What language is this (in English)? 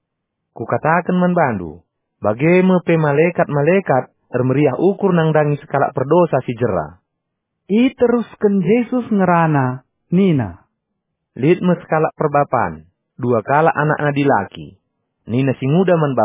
Batak Karo